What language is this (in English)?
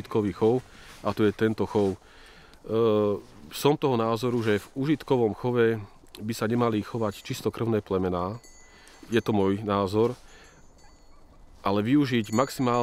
Slovak